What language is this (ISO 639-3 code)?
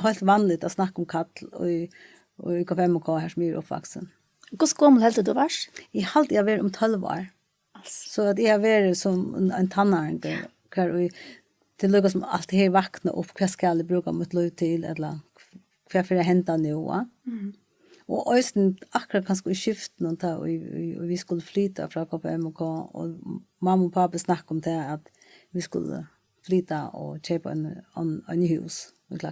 fao